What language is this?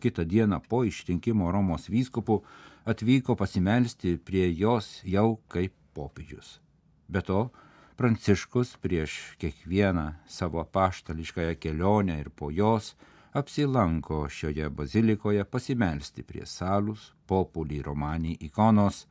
Lithuanian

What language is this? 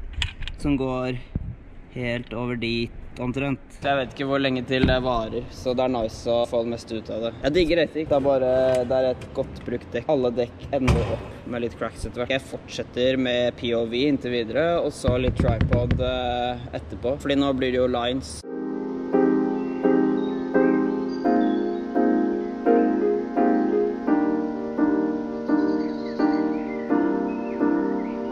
Norwegian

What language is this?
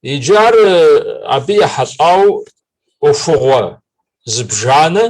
Kabardian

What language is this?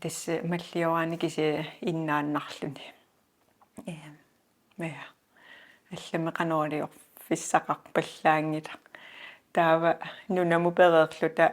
Kalaallisut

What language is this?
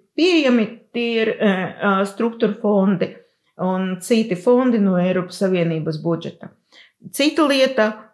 Latvian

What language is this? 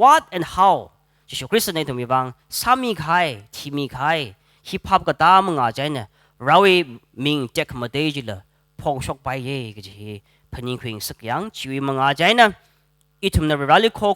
Tangkhul Naga (India)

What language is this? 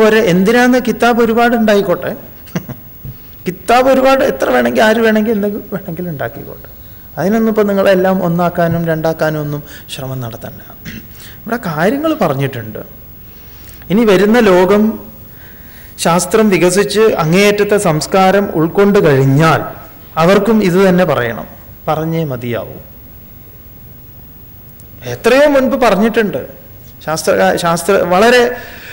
Malayalam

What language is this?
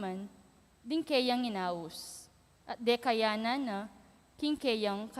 Pampanga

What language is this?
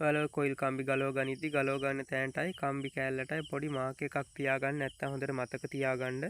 Sinhala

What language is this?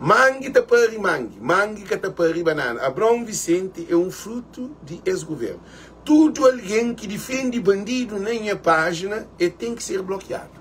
Kabuverdianu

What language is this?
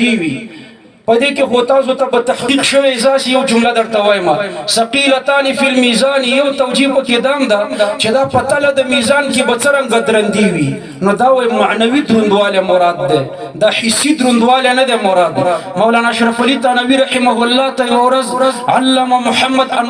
Pashto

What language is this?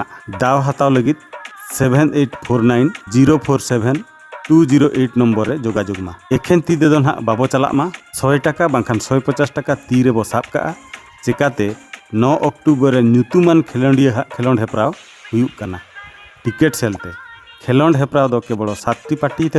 Santali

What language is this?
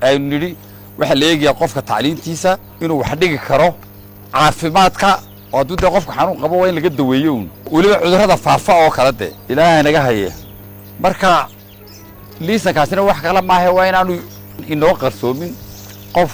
Somali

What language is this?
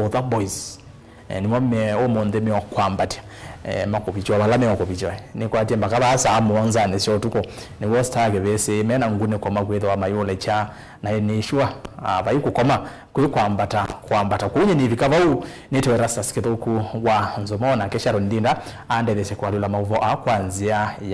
Kamba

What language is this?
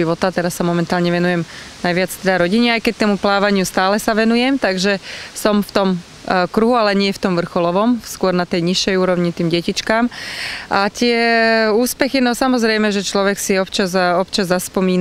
Slovak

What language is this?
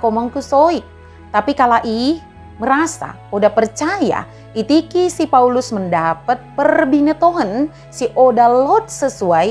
Batak Dairi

